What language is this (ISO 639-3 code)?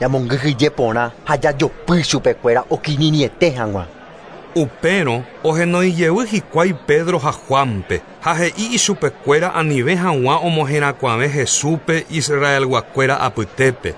grn